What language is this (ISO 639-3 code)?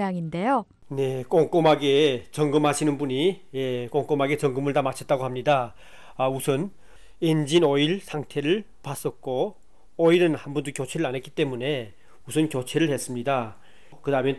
kor